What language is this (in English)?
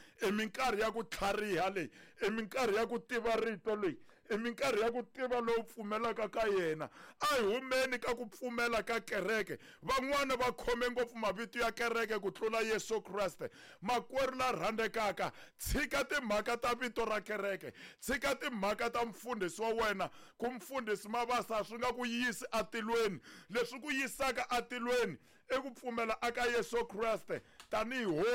Tsonga